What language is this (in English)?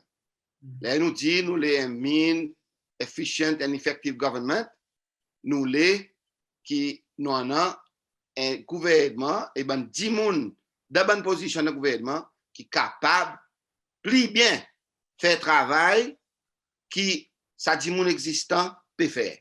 Seselwa Creole French